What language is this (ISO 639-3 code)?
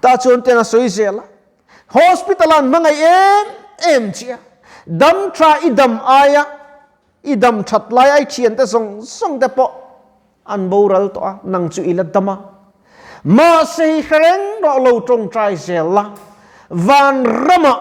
lus